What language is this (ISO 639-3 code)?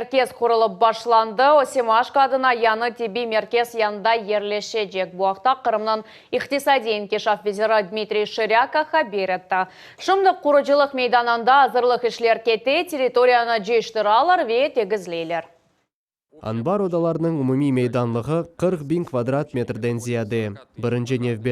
crh